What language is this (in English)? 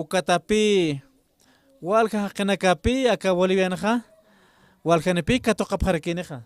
Aymara